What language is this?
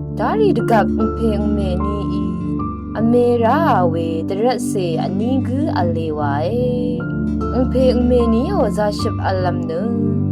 Rawang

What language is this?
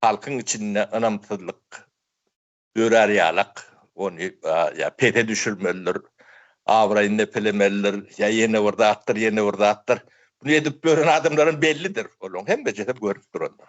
Turkmen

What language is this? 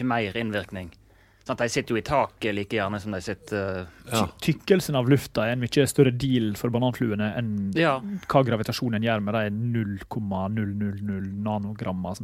Norwegian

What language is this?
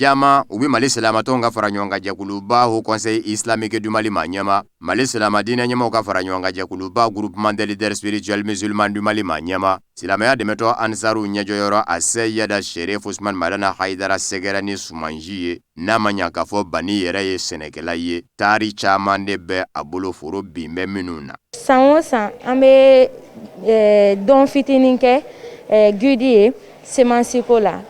Bambara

